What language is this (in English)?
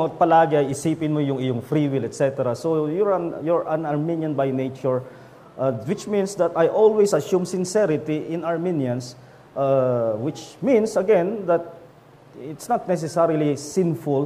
Filipino